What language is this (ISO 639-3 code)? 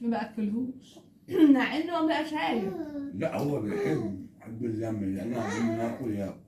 arz